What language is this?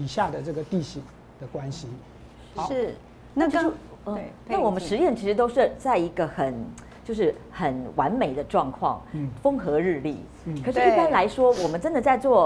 Chinese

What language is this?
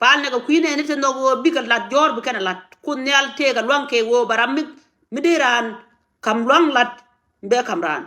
Nuer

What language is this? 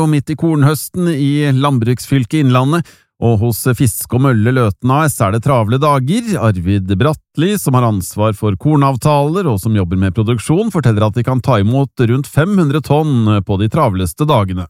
Norwegian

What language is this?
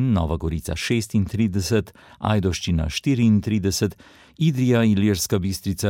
Slovenian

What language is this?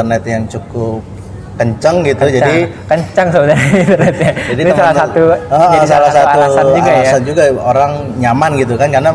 Indonesian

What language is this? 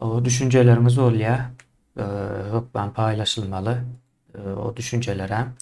Turkmen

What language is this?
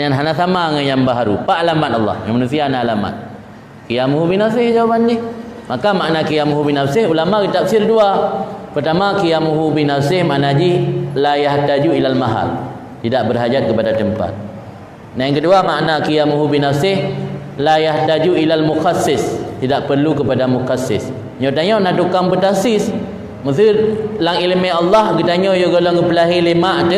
Achinese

